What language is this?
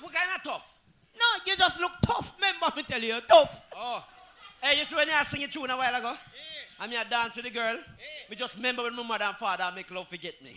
Jamaican Creole English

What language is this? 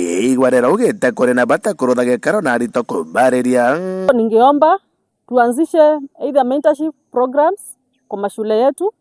Meru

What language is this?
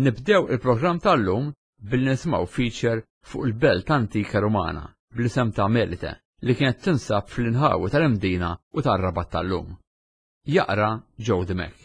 Maltese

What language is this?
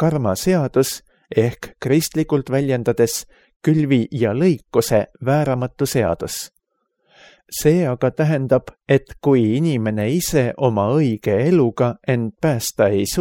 Estonian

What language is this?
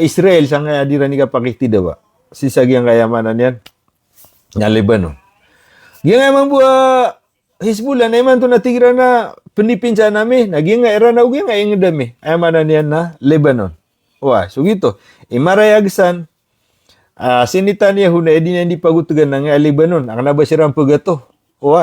Maranao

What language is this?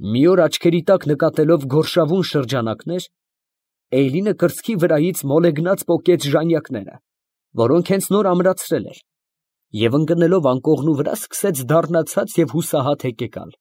Armenian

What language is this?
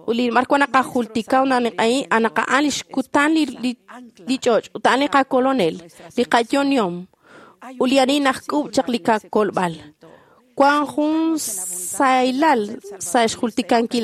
Kekchí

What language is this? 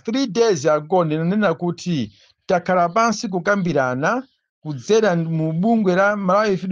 Nyanja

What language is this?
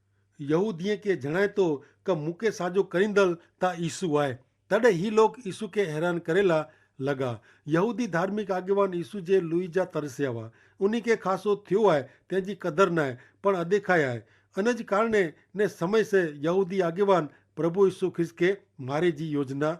Kachhi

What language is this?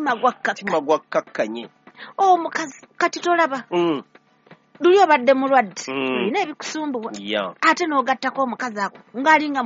Ganda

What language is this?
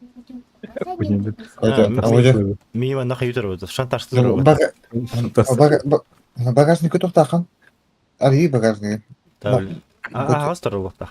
Yakut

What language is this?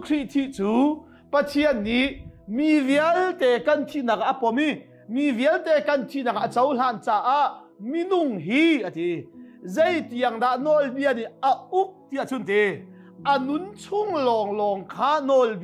Hakha Chin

